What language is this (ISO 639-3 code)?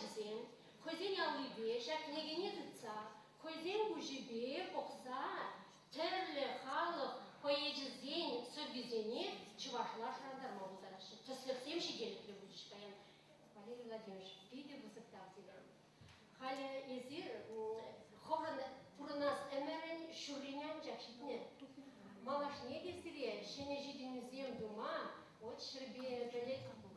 chv